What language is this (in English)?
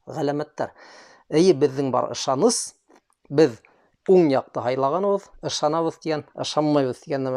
Bashkir